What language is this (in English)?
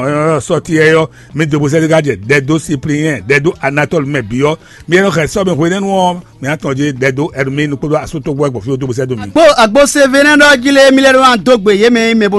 Fon